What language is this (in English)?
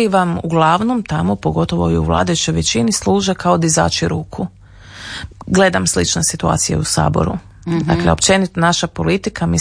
Croatian